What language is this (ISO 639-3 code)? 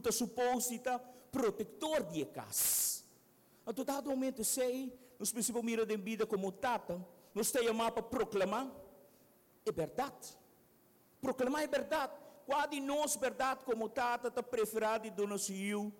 pap